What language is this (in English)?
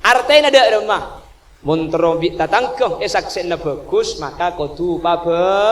Madurese